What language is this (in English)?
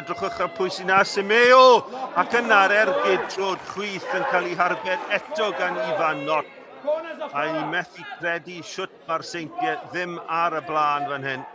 Welsh